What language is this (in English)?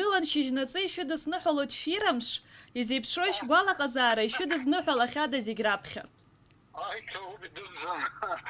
Abkhazian